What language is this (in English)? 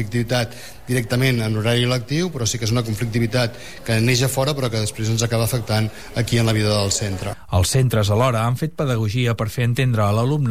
Catalan